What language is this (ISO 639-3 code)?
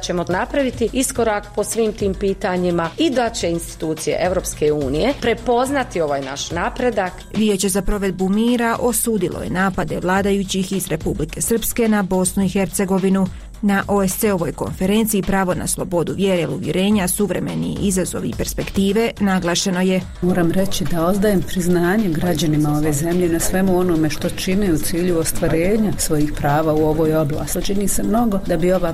bos